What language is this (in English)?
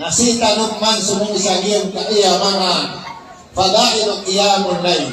Maranao